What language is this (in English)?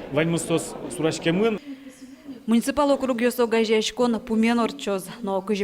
Udmurt